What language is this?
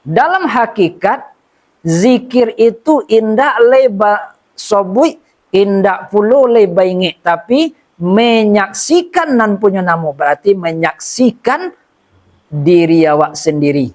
Minangkabau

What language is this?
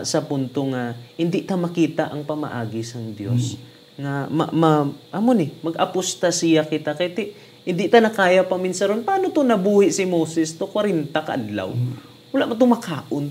Hiligaynon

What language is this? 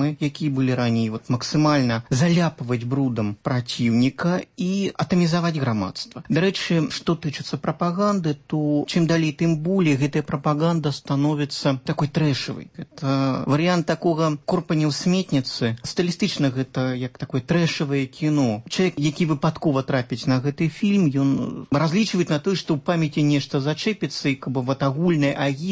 Belarusian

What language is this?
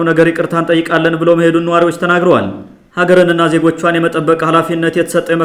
Amharic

